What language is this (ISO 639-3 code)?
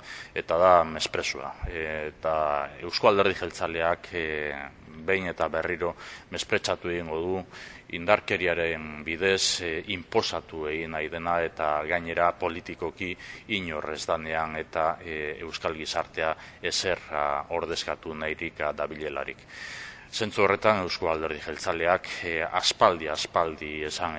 eus